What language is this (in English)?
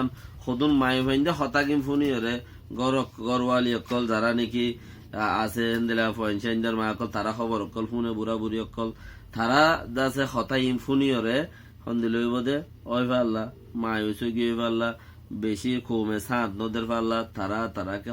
Rohingya